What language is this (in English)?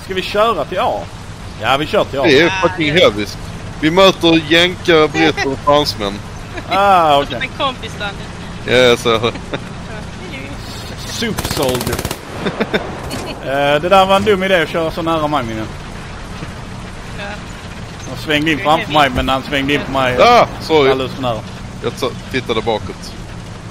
Swedish